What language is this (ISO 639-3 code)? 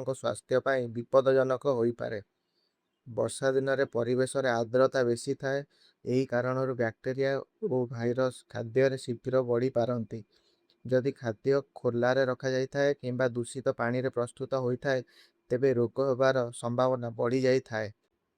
ori